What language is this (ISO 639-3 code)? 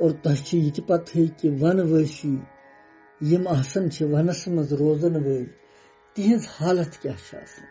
kas